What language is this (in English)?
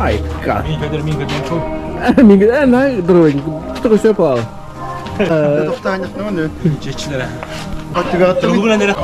Yakut